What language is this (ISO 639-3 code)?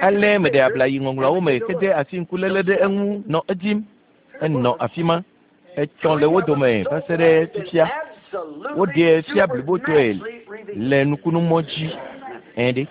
ewe